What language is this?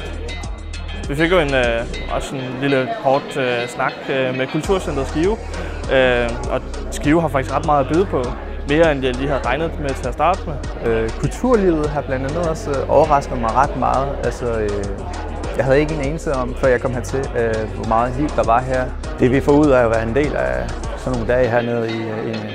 Danish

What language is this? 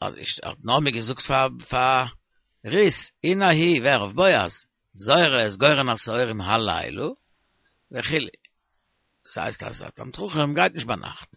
Yiddish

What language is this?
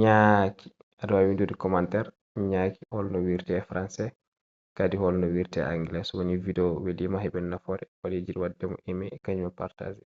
Fula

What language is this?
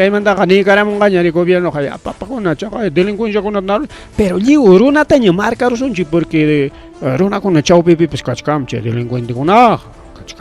Ayacucho Quechua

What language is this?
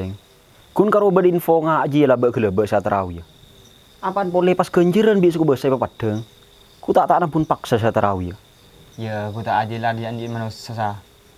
Madurese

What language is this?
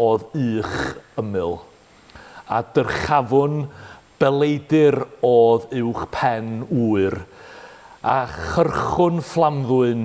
Welsh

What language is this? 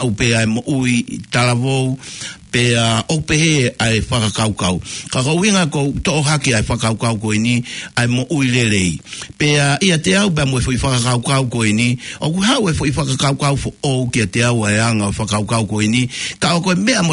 Tongan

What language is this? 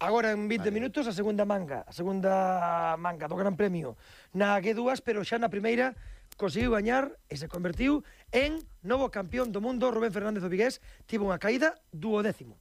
Galician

